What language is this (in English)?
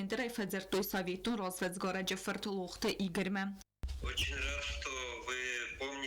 Ossetic